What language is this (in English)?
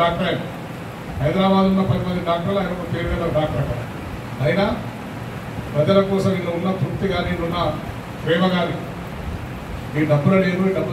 Telugu